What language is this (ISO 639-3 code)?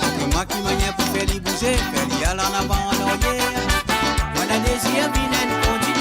mfe